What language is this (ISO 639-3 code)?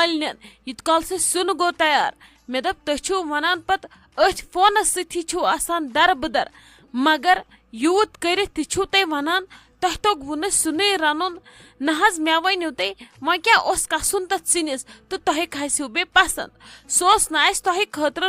kas